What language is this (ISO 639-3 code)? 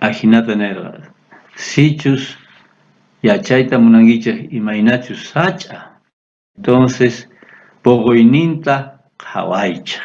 quh